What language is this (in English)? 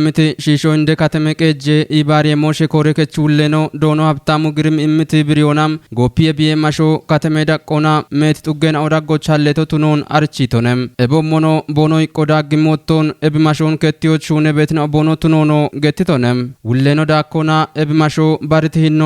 Kafa